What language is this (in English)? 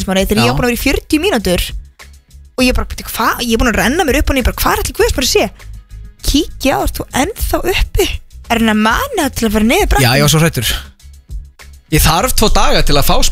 Icelandic